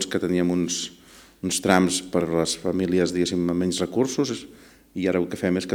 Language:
Catalan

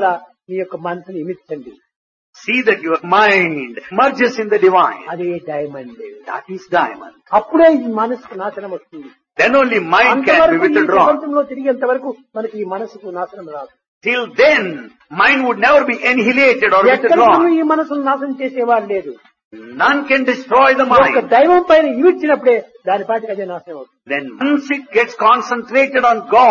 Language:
Telugu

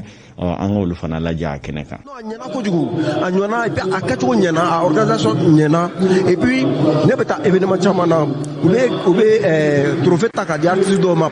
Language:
Bambara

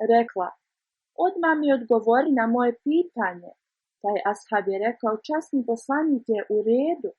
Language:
Bosnian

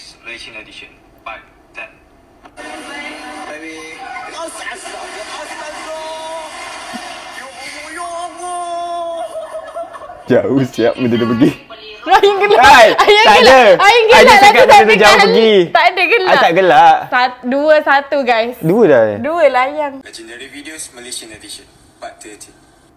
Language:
Malay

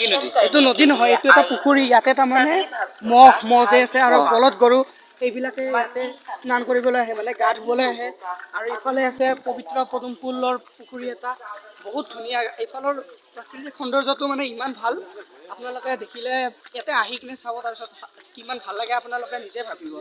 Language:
Assamese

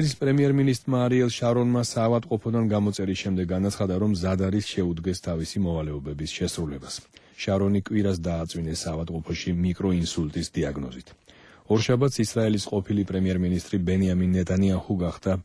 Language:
Georgian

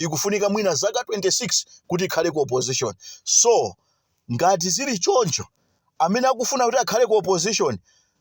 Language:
Nyanja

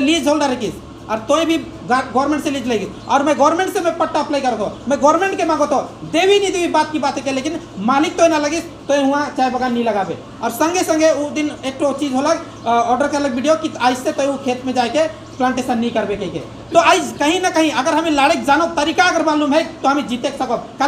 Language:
Sadri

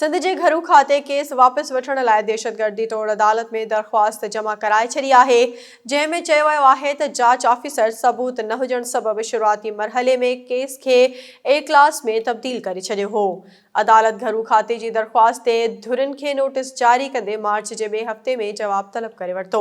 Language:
Sindhi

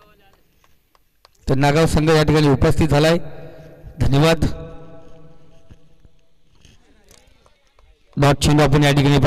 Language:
Marathi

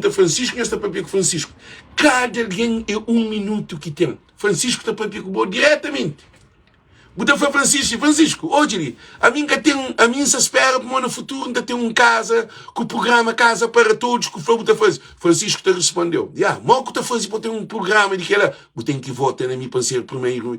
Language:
Kabuverdianu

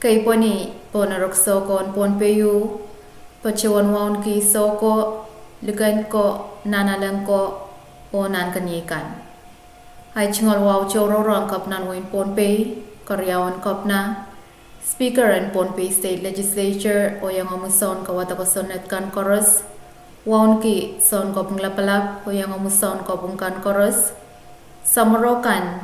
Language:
Pohnpeian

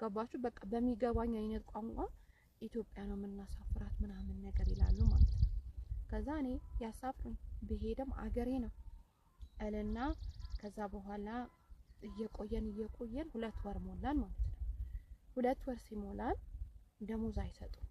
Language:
Amharic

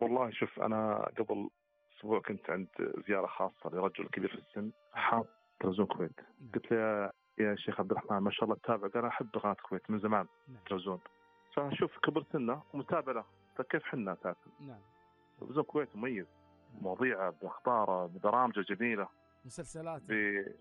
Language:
Gulf Arabic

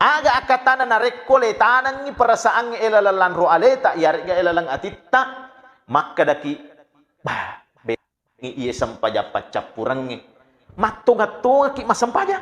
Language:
Buginese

